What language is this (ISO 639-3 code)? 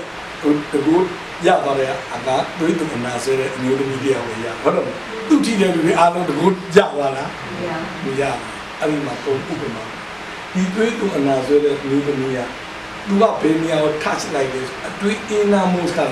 mya